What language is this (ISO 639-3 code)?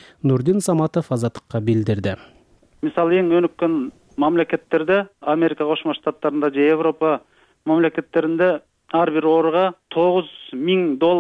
kir